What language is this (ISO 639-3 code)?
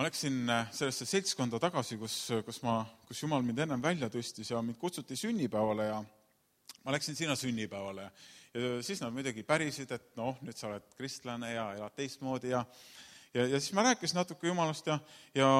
est